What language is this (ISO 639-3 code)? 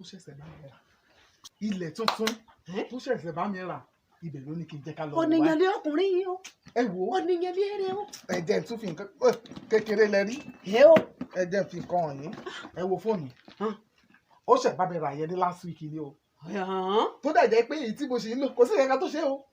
yor